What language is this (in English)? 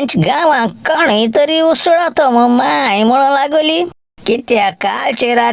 Konkani